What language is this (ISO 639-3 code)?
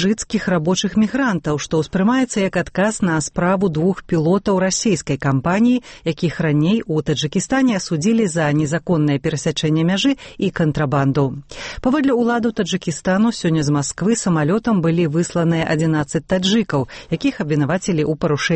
bel